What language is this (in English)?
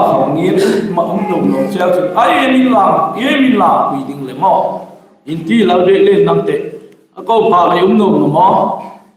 Hmar